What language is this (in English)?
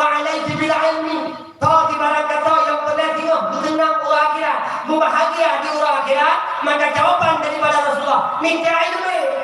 Achinese